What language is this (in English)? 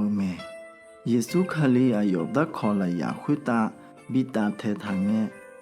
Akha